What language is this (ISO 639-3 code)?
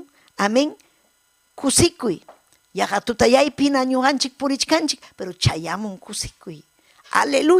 quy